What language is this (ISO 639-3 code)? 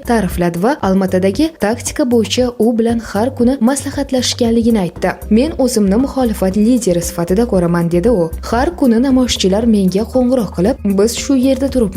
uzb